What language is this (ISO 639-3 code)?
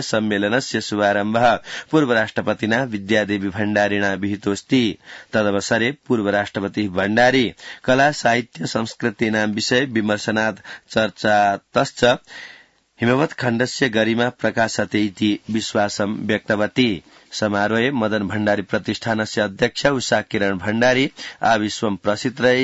san